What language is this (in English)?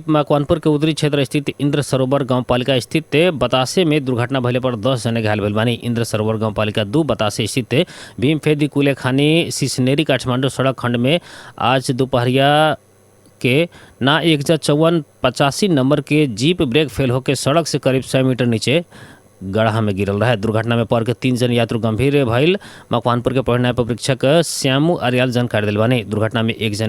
Bhojpuri